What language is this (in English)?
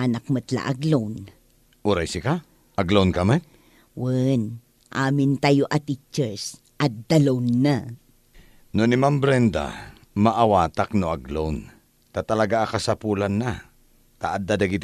Iloko